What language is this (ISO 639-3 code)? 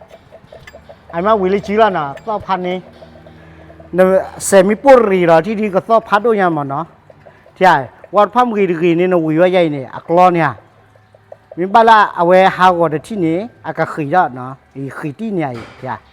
ksw